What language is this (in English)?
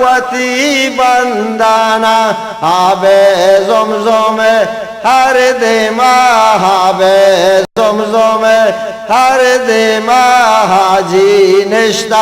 Eastern Balochi